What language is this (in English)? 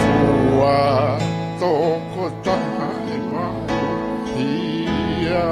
Tongan